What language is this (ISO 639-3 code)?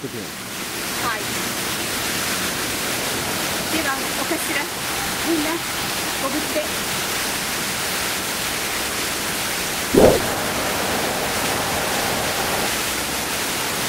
jpn